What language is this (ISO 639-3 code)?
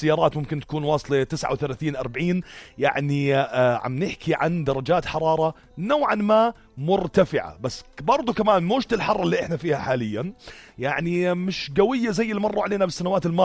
apc